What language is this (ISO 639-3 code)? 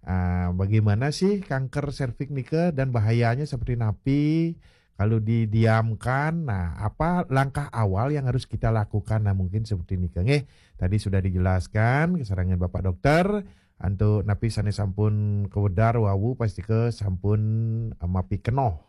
ban